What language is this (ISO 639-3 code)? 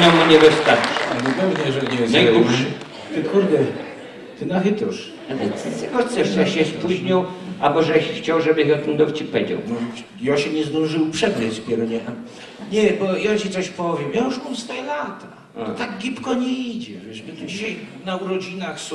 szl